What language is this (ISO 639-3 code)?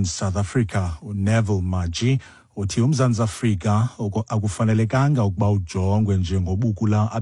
xho